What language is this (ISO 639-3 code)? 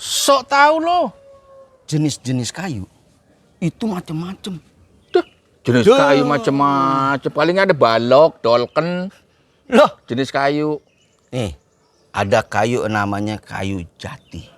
bew